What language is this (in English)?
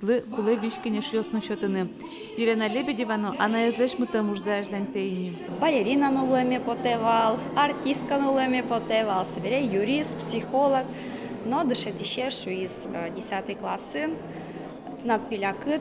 Udmurt